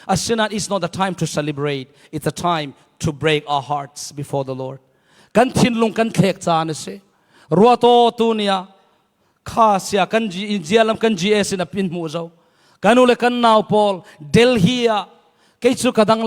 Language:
Falam Chin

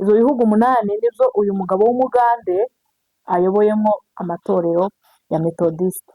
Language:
Kinyarwanda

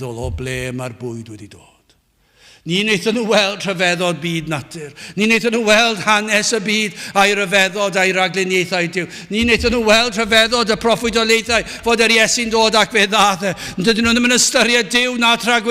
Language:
Welsh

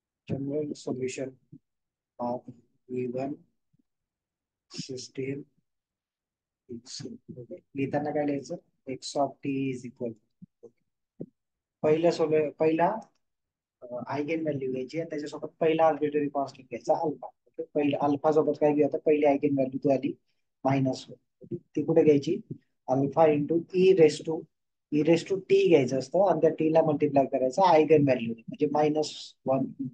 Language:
Marathi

